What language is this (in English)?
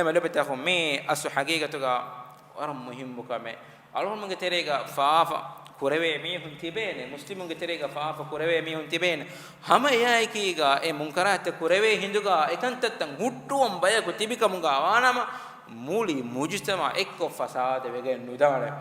Divehi